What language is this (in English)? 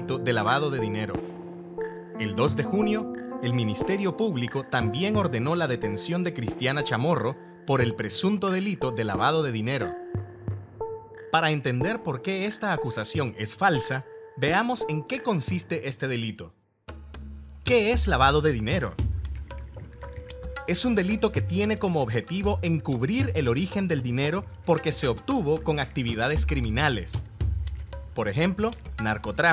Spanish